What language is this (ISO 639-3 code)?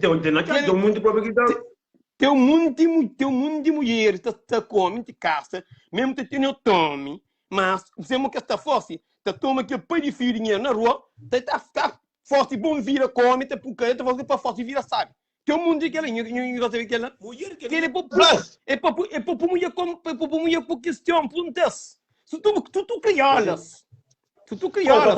kea